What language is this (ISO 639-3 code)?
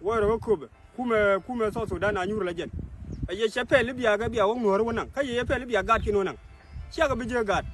nus